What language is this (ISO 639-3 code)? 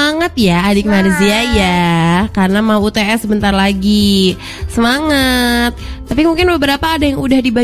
ind